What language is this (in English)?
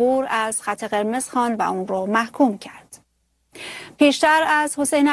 Persian